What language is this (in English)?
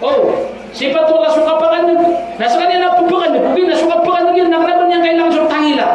Maranao